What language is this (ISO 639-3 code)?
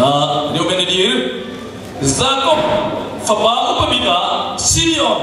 cnh